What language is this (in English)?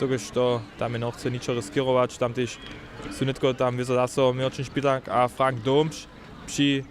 Upper Sorbian